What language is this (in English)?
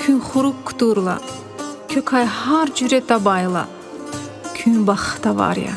Lezghian